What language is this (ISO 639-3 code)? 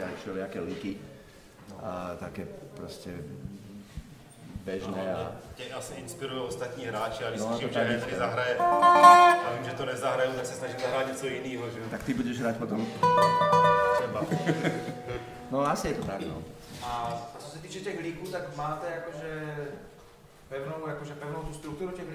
ces